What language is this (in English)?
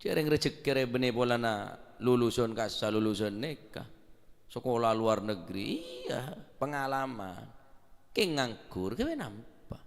Madurese